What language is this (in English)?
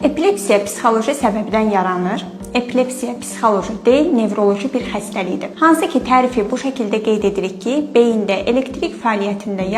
Azerbaijani